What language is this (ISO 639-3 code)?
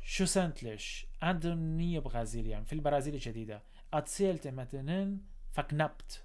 apc